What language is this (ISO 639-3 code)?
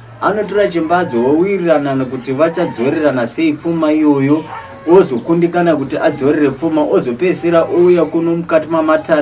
sna